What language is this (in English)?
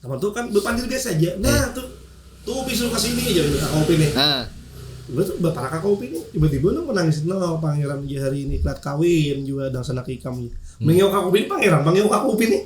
Banjar